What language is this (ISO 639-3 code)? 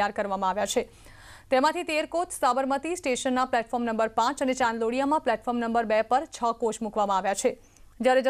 guj